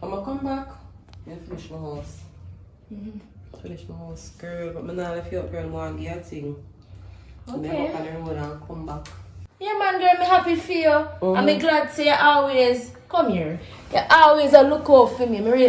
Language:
Jamaican Creole English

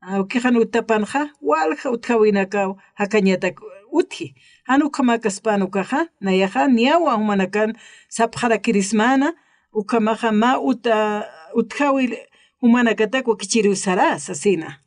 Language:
Aymara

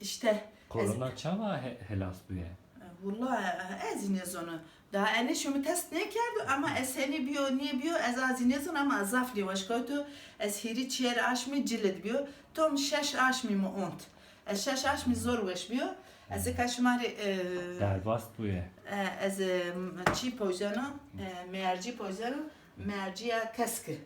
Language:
Zaza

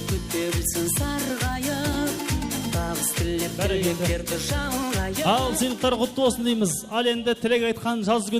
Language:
Kara-Kalpak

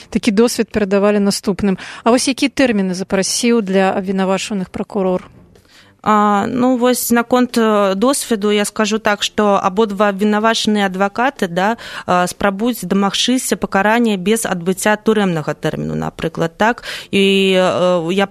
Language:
Belarusian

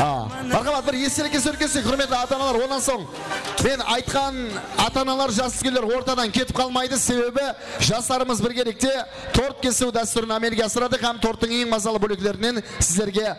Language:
Kara-Kalpak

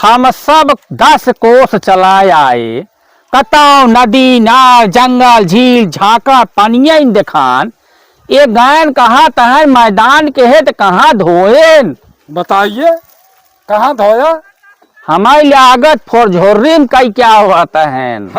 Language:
Awadhi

